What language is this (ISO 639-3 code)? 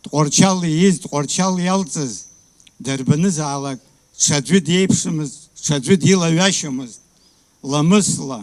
abk